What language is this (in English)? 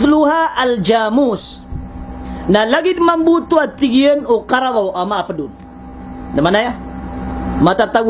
Maranao